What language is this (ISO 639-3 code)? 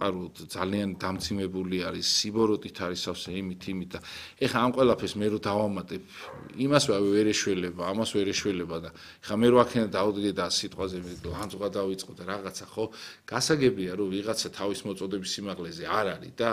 kat